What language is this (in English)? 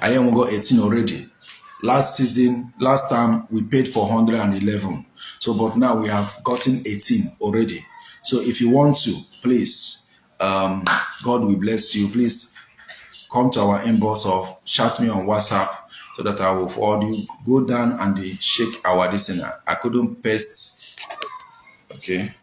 Igbo